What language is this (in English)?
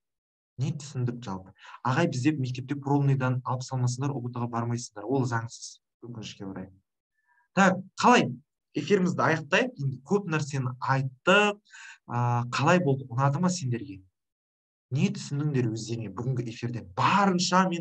Kazakh